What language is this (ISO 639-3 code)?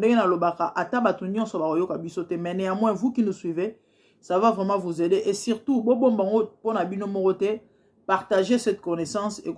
lin